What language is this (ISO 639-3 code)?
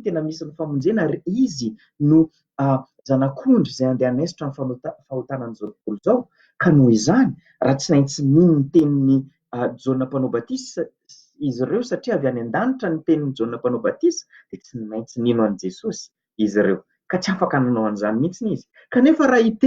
mlg